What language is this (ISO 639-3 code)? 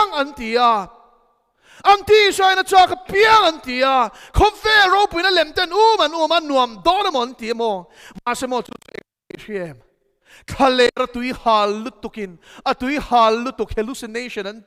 lus